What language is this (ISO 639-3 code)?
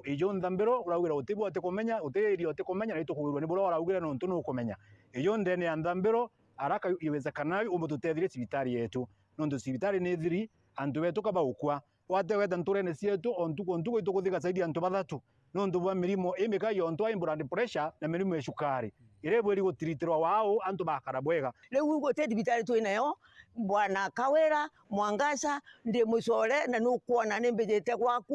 mer